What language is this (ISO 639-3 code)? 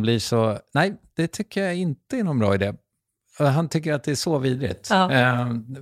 swe